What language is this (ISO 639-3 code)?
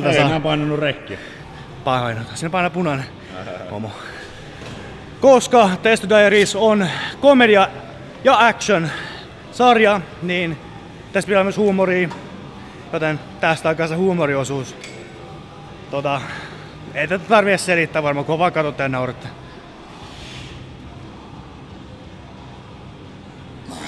fin